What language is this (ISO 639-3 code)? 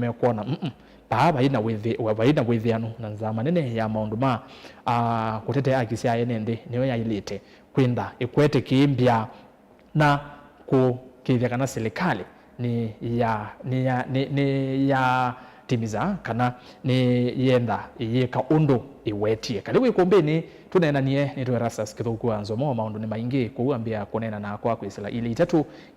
kam